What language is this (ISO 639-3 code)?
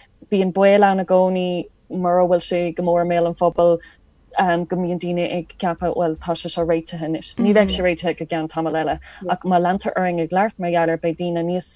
gle